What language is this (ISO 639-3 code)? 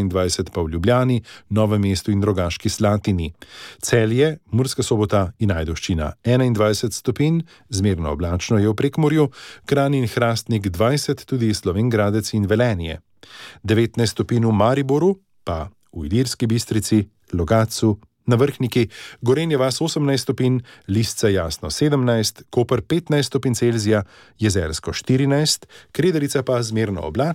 slv